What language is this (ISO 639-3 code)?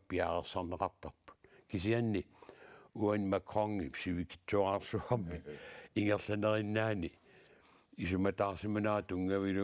kal